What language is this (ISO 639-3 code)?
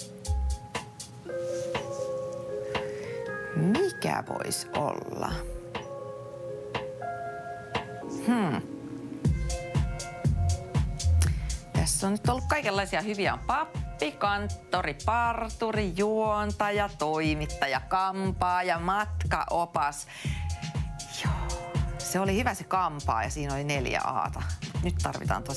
fin